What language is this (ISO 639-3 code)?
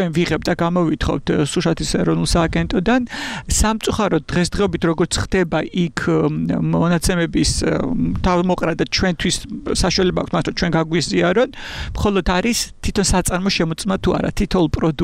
kat